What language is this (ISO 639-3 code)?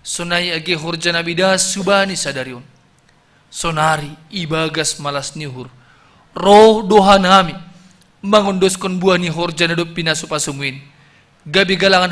bts